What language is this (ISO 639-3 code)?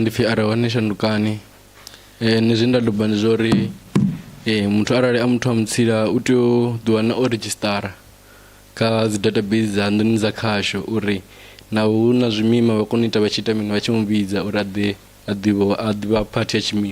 ven